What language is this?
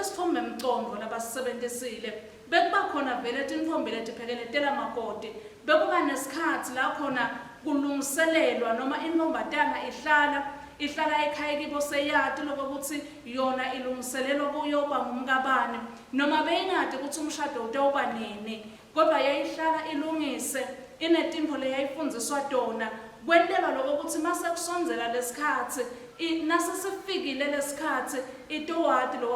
Swati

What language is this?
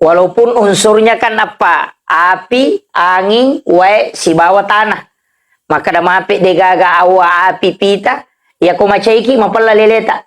Buginese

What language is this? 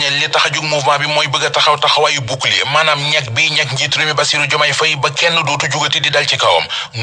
Wolof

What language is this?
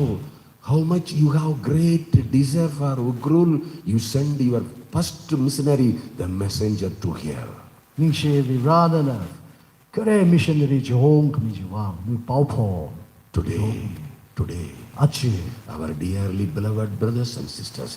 Tangkhul Naga (India)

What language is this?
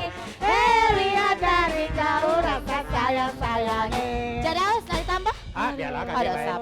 Musi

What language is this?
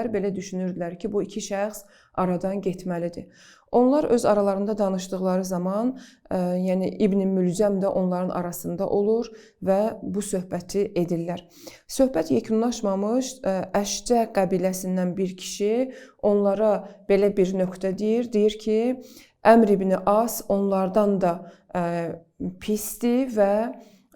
Azerbaijani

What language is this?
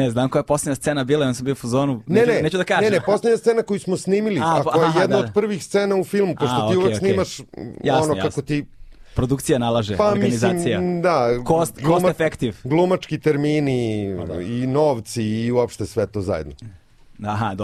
Serbian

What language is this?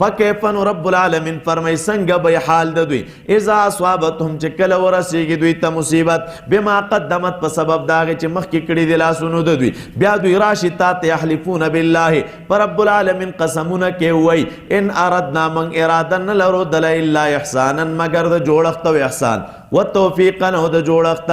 Pashto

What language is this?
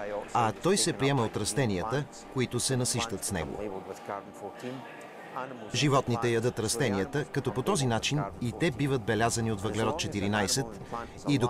Bulgarian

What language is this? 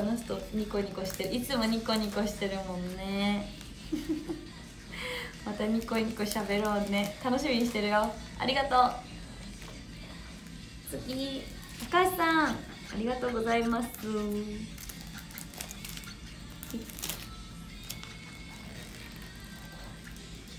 Japanese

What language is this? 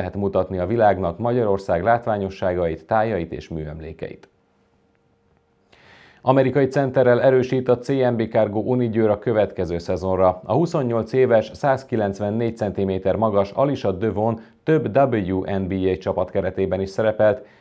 Hungarian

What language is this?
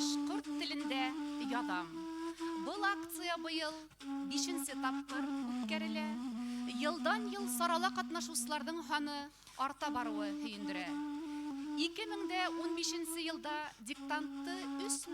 Bashkir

